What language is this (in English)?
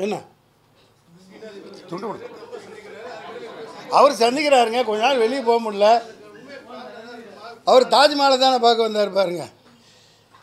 Tamil